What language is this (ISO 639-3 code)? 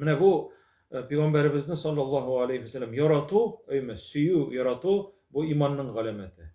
tat